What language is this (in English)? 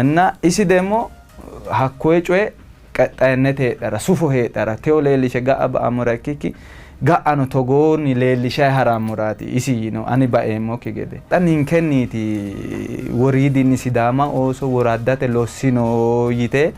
Sidamo